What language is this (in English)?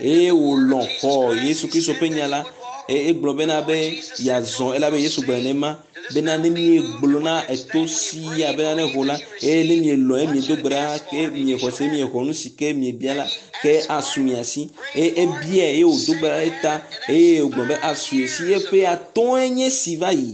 Ewe